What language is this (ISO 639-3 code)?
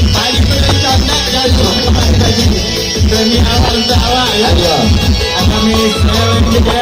min